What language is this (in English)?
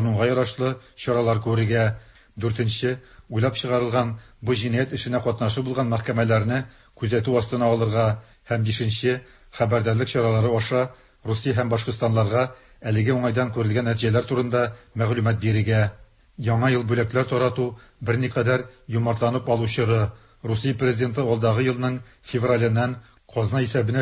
Tatar